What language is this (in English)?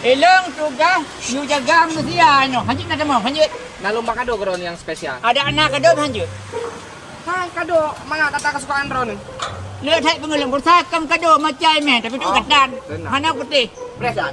Achinese